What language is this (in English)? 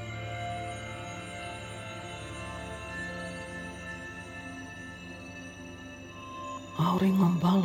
Finnish